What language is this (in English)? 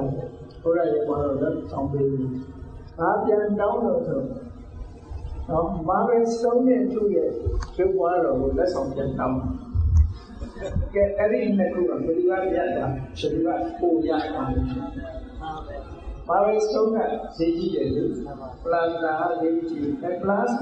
Burmese